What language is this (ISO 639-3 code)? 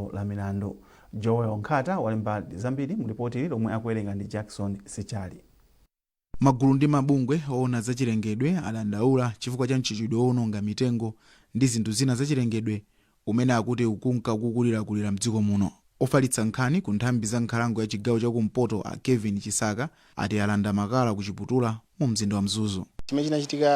nya